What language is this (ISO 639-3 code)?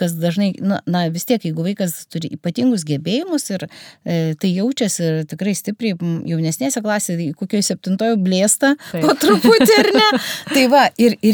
lit